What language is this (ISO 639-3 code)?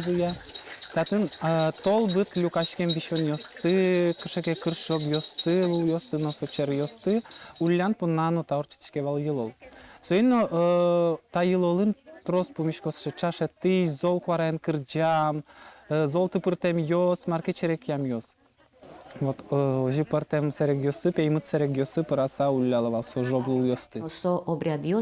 udm